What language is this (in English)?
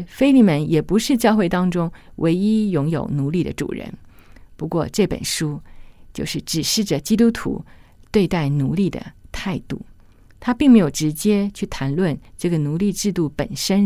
Chinese